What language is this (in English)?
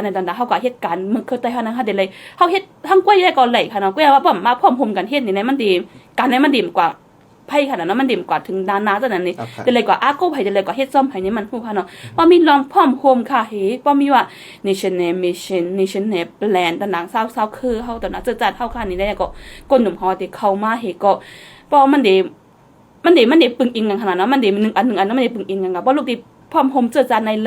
Shan